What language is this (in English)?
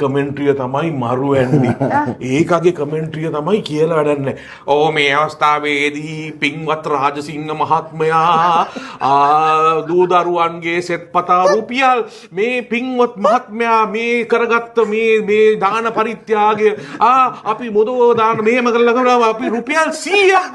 Sinhala